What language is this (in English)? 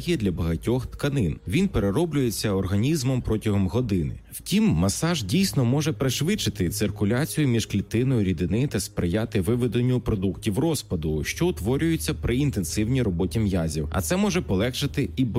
Ukrainian